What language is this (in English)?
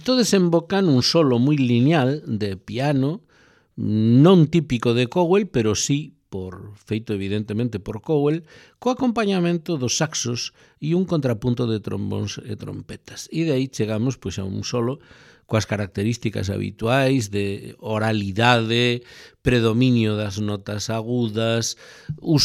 Galician